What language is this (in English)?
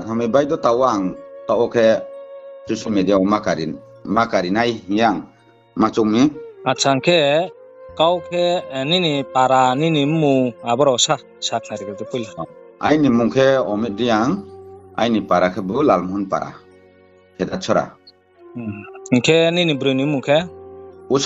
Riang (India)